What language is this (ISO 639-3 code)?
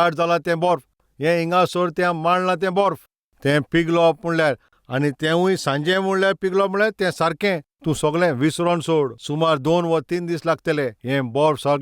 kok